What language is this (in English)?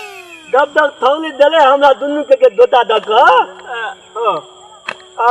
Maithili